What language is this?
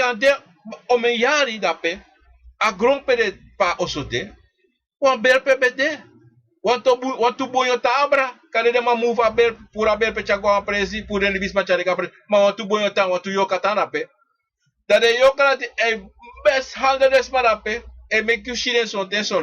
Sranan Tongo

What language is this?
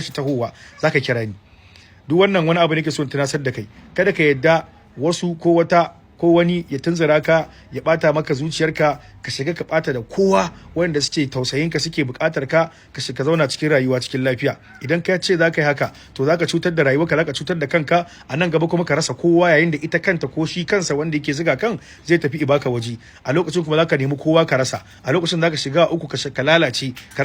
Hausa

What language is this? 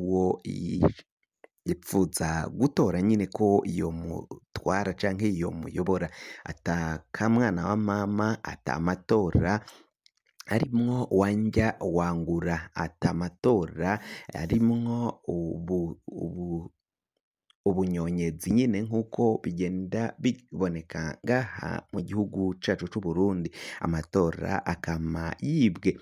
Rundi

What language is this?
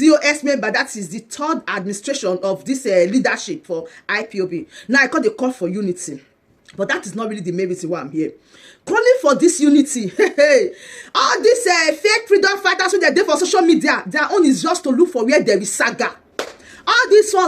Nigerian Pidgin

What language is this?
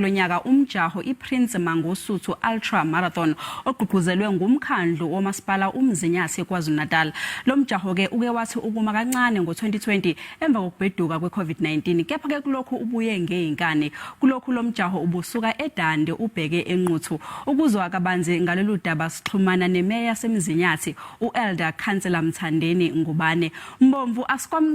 Zulu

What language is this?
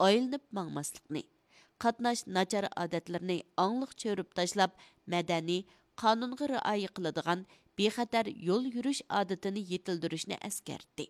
Uyghur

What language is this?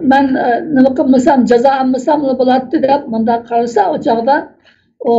Uyghur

